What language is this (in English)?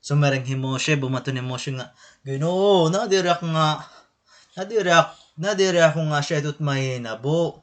Waray